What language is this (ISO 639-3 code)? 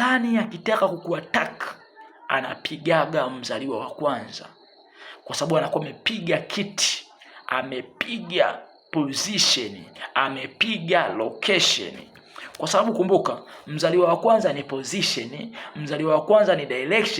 swa